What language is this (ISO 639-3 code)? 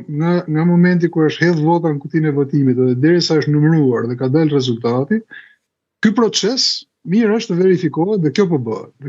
sqi